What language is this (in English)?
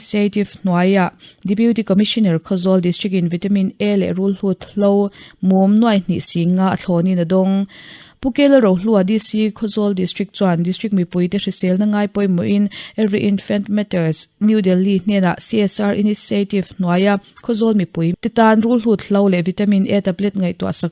Mizo